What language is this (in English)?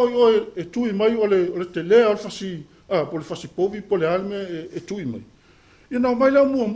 Samoan